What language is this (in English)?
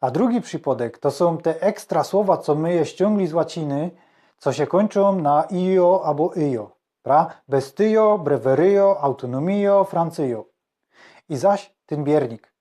Silesian